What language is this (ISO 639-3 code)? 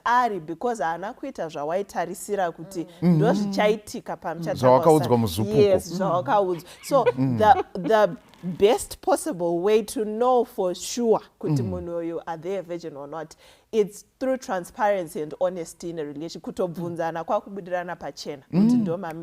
sna